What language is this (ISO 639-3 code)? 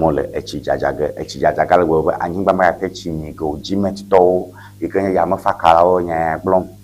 ewe